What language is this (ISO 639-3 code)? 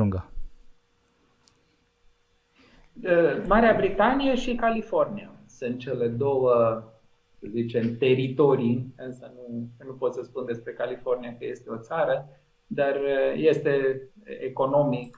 ron